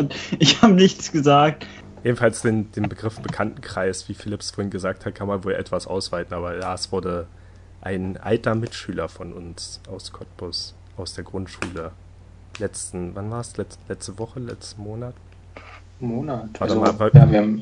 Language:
German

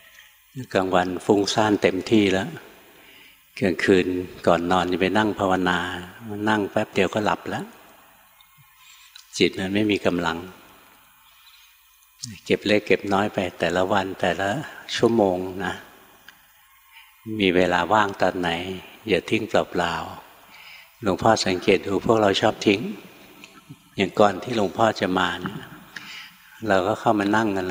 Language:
Thai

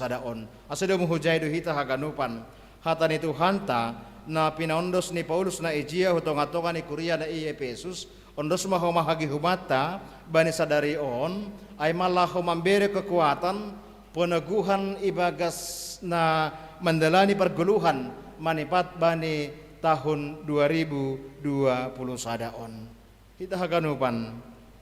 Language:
Batak Simalungun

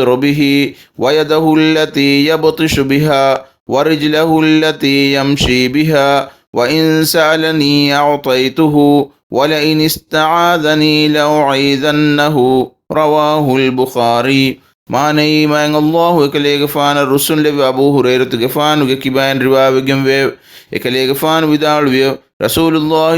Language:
Divehi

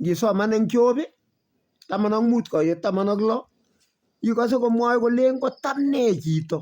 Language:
Kalenjin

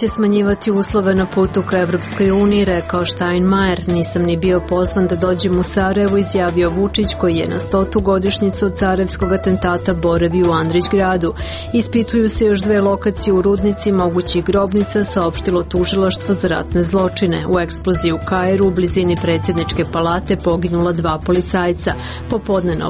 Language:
Serbian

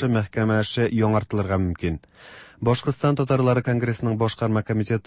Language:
Tatar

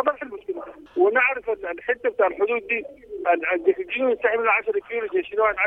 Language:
Sudanese Arabic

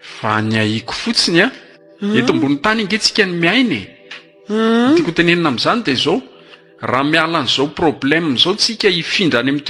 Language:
Malagasy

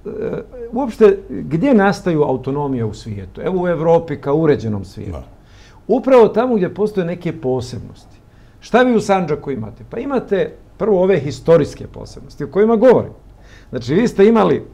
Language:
Bosnian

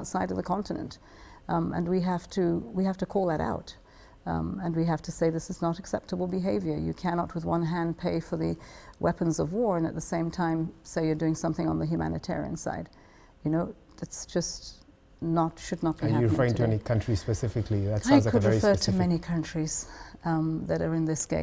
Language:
English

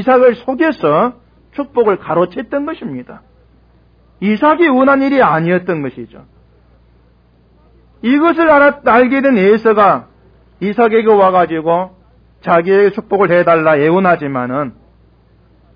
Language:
Korean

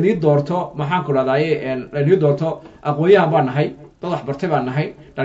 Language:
Somali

